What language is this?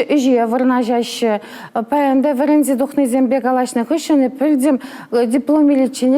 Chuvash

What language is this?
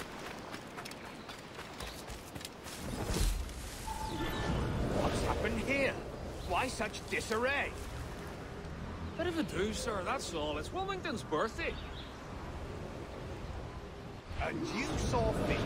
English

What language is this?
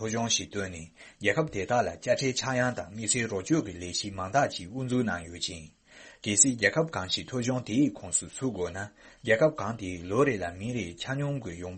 Tibetan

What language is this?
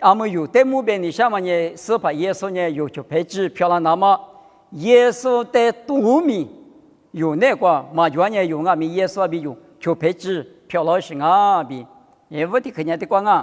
Lisu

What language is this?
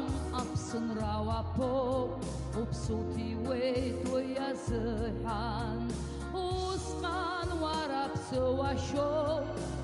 Abkhazian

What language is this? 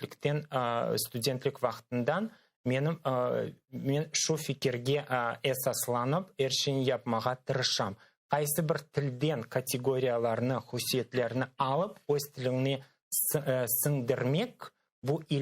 Crimean Tatar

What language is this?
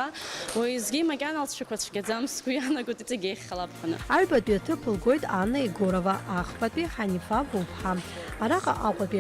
Abkhazian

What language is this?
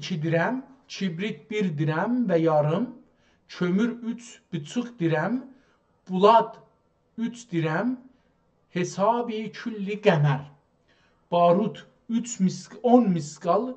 South Azerbaijani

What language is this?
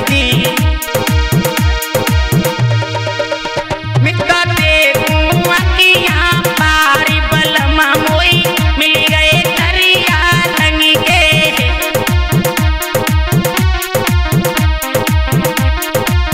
Bhojpuri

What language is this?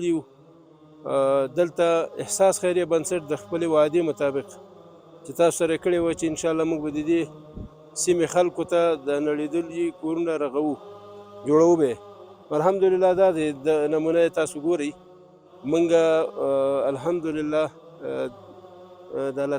Pashto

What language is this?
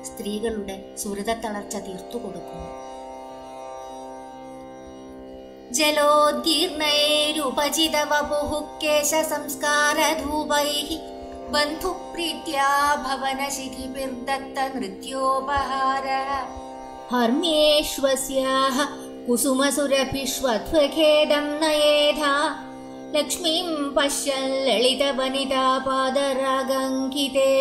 Malayalam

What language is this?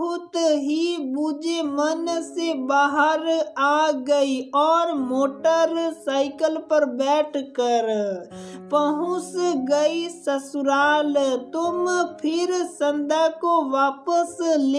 Hindi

